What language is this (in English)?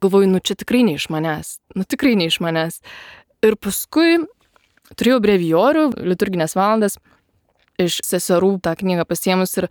Lithuanian